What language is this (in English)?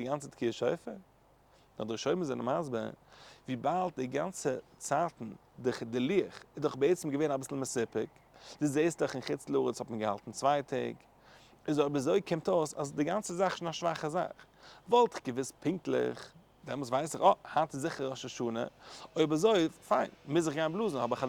Yiddish